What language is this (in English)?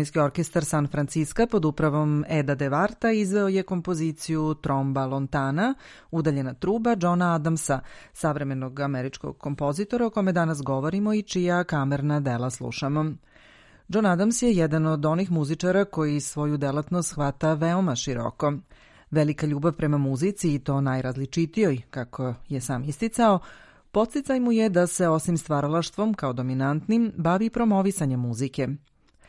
Serbian